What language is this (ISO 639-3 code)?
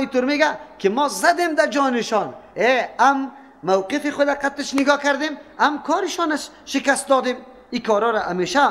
fas